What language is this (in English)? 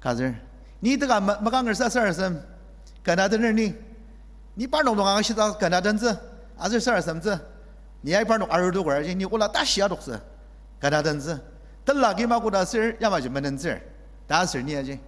Ao Naga